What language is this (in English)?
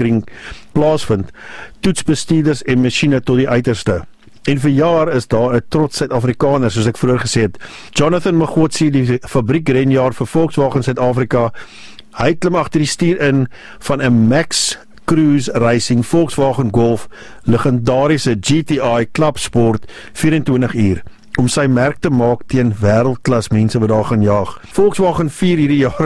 Afrikaans